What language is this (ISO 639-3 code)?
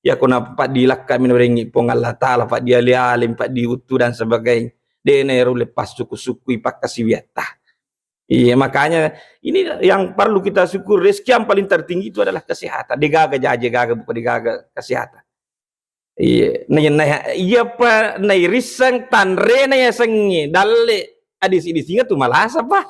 bug